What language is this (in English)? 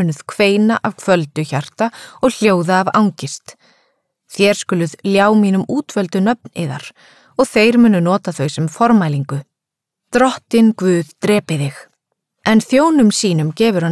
Icelandic